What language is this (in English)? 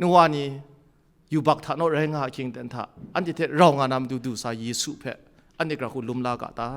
Kachin